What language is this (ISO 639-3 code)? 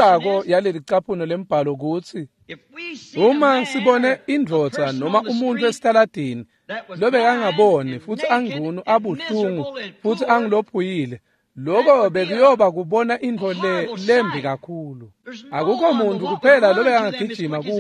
ssw